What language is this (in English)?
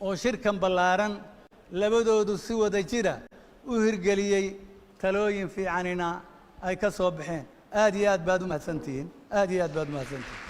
Somali